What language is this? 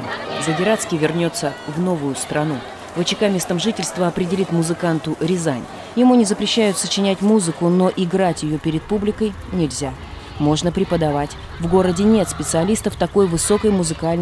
Russian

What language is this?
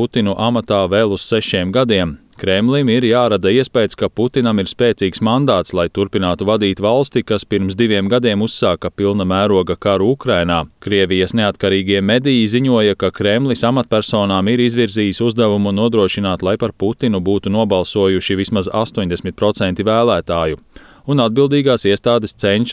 Latvian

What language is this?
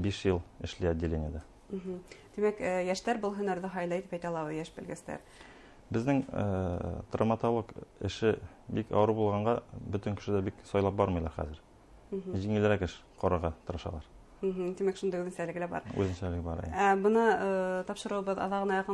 Bashkir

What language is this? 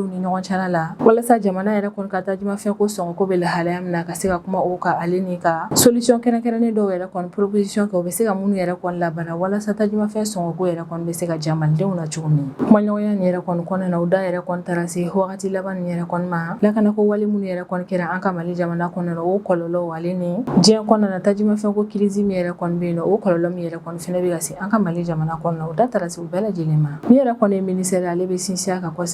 Bambara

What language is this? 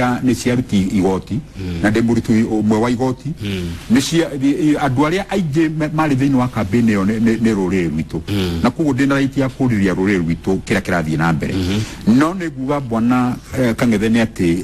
Kikuyu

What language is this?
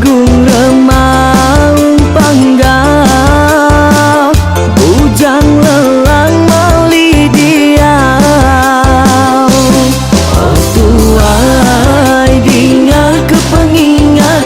Iban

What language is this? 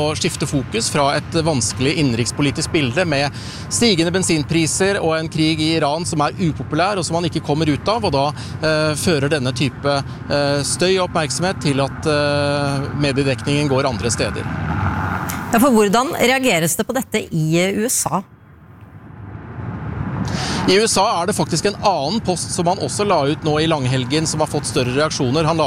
Norwegian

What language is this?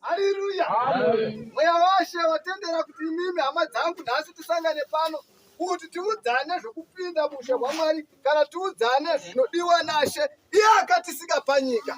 Shona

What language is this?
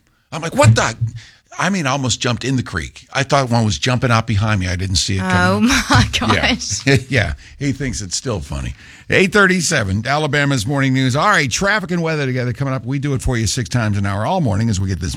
English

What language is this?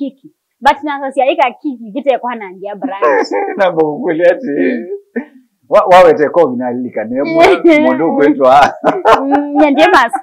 Kamba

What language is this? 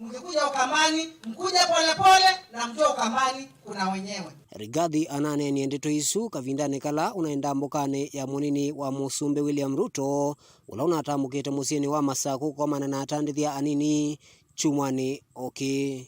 Kamba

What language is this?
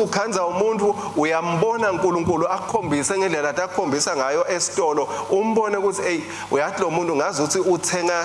Swati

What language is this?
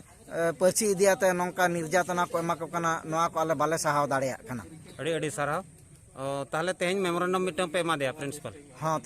Santali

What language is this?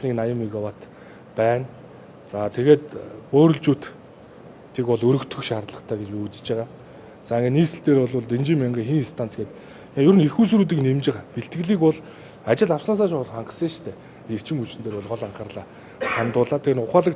Mongolian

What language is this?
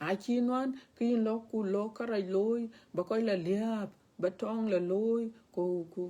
Dinka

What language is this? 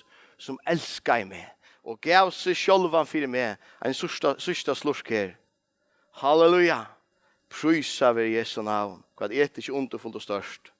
Faroese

